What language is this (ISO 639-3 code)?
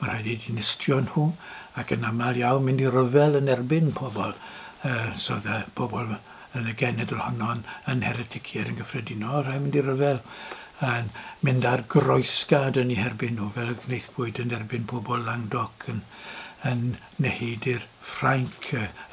cym